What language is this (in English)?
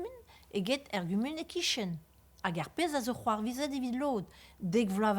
Breton